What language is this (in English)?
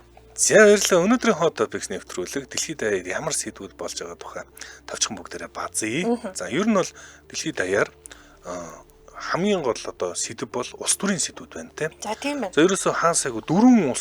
Mongolian